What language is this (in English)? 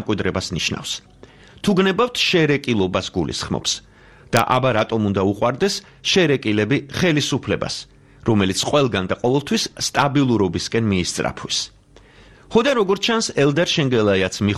Georgian